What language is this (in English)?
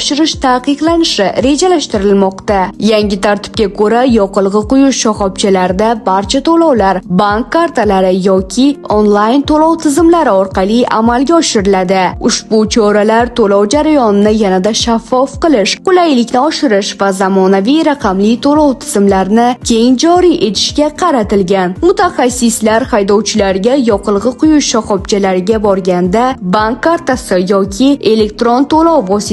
Uzbek